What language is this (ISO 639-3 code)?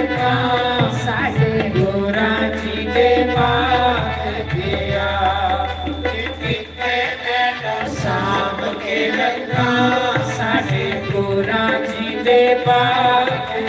doi